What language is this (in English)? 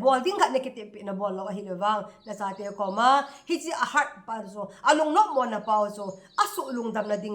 Thado Chin